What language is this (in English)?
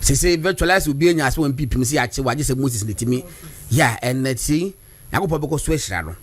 Akan